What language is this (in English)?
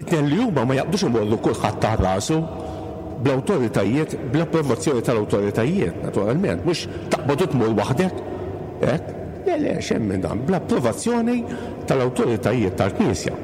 Maltese